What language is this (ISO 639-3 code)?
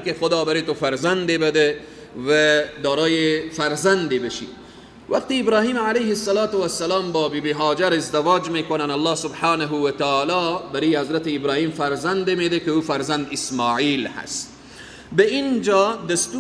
fas